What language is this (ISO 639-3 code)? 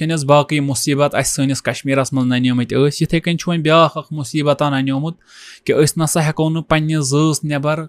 kas